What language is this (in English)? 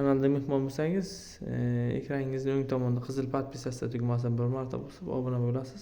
Uzbek